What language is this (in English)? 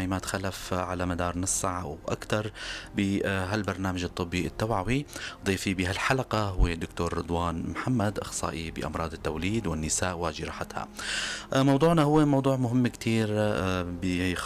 North Levantine Arabic